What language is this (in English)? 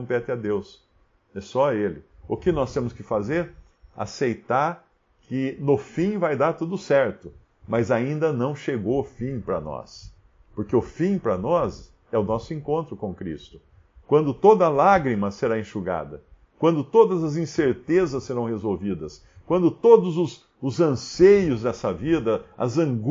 Portuguese